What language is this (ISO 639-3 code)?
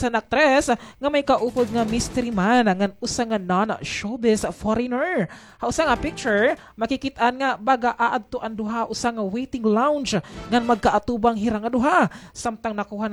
war